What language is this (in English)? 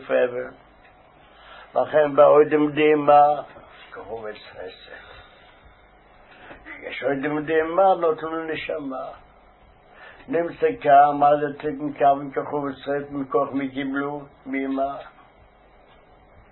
Hebrew